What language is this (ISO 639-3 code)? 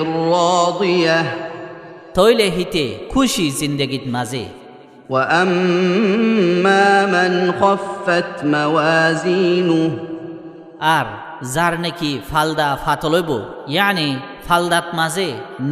rhg